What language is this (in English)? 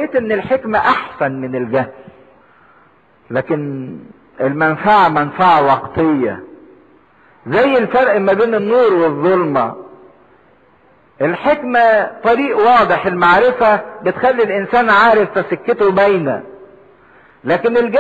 Egyptian Arabic